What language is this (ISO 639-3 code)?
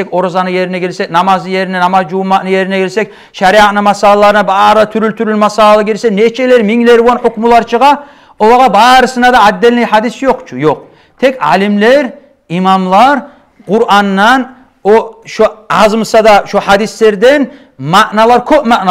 kum